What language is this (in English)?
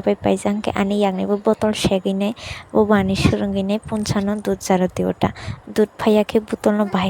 Kok Borok